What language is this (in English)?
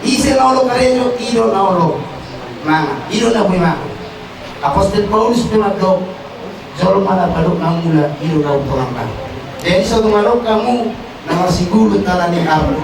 Batak Toba